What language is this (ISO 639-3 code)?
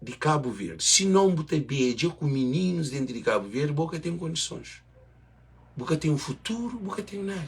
kea